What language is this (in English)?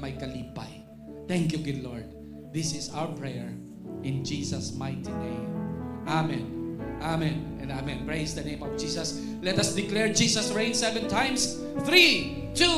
Hiligaynon